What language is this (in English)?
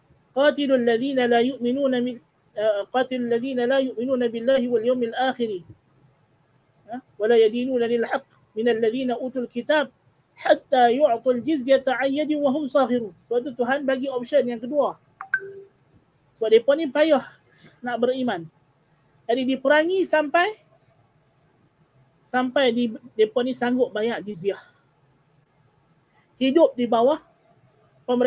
Malay